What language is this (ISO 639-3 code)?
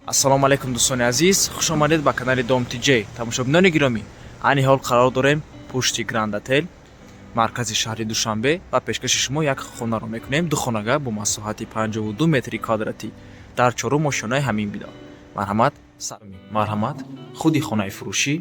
tgk